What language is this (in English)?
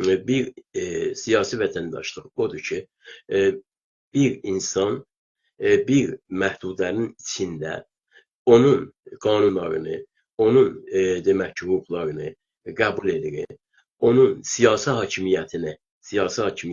South Azerbaijani